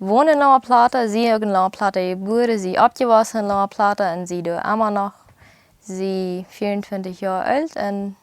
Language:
Plautdietsch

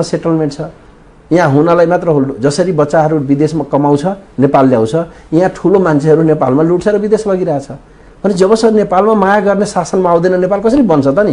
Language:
Nepali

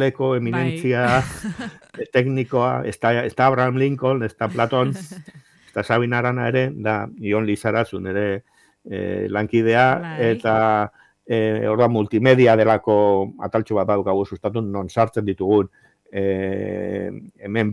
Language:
Basque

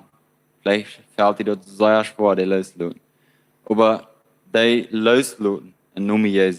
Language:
Plautdietsch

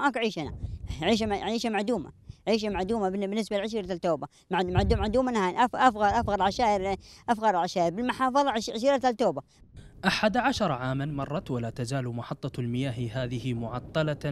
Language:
Mesopotamian Arabic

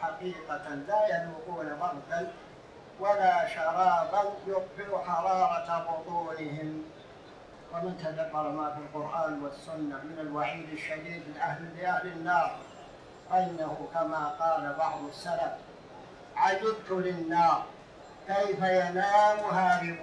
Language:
Arabic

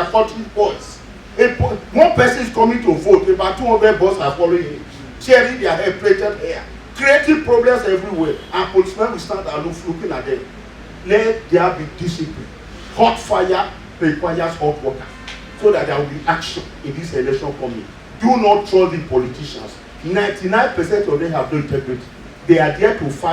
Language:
Nigerian Pidgin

